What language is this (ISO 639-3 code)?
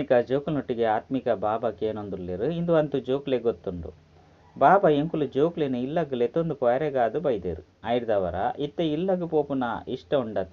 tcy